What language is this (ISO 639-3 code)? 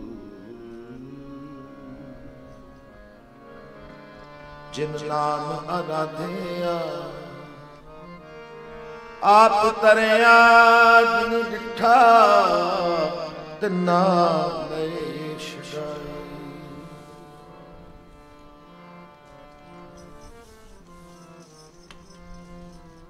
pan